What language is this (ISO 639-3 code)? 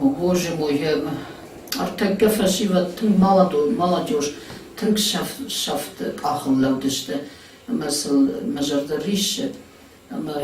oss